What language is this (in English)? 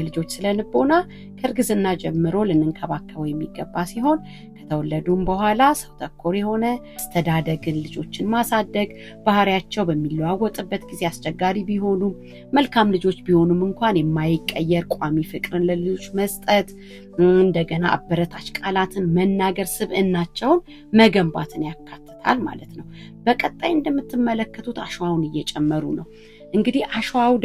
Amharic